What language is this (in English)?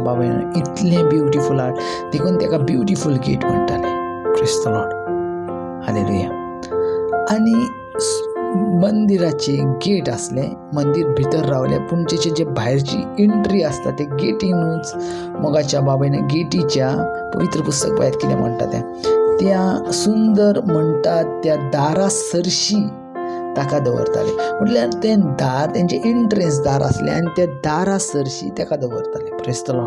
Konkani